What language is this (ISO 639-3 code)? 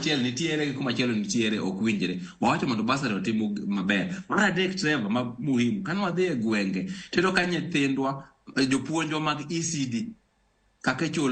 luo